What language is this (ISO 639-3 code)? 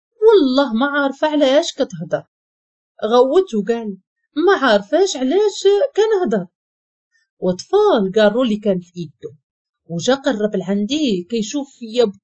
ary